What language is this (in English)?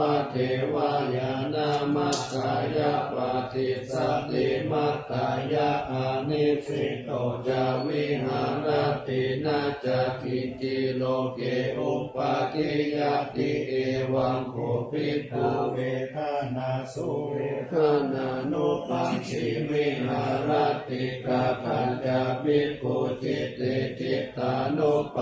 Pali